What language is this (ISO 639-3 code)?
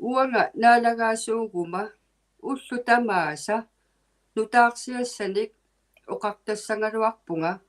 iku